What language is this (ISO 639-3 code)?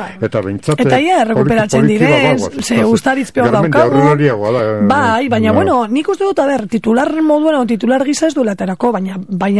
eus